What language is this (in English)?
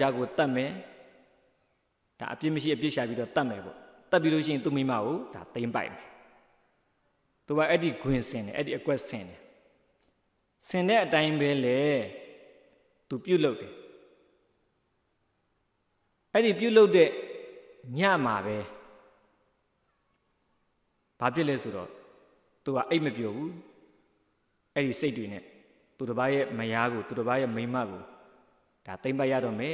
Burmese